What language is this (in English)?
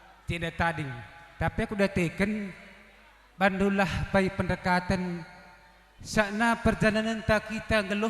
Batak Karo